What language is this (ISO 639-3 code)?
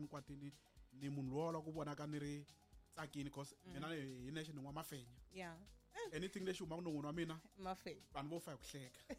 tso